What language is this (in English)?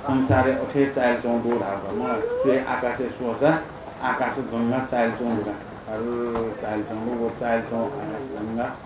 Newari